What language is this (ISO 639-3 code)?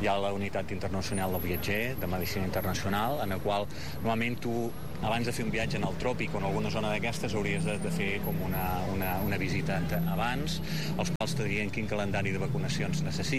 cat